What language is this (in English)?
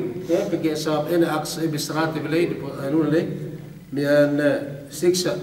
Yakan